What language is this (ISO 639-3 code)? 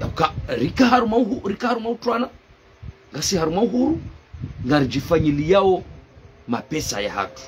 zdj